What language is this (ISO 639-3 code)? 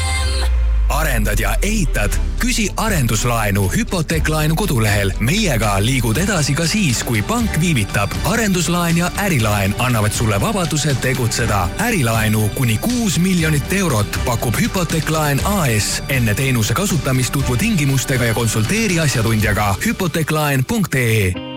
est